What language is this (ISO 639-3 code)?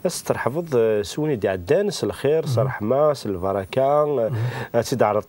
kab